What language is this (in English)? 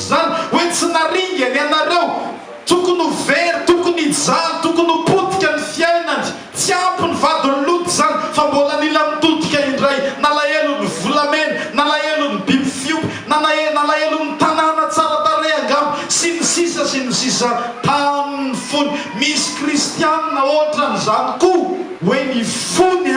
Malagasy